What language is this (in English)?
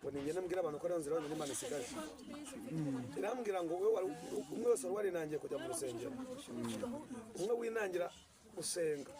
Kinyarwanda